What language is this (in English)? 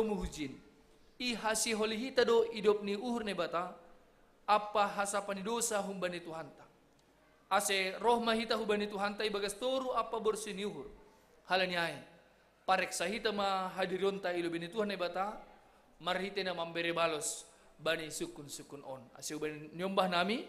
Batak Simalungun